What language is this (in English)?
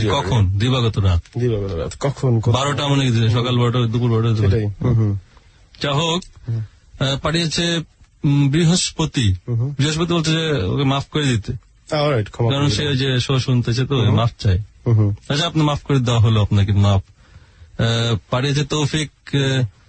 Bangla